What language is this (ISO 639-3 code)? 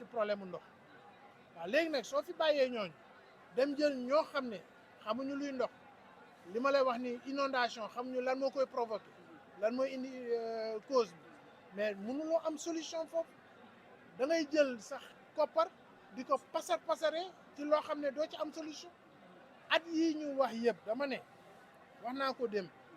wol